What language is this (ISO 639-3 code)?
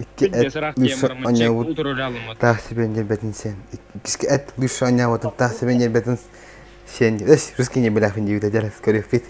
sah